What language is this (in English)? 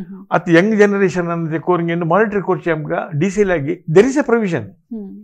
Konkani